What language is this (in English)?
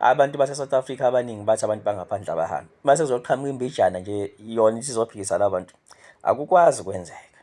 Zulu